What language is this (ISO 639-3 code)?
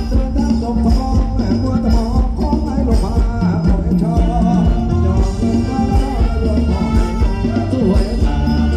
tha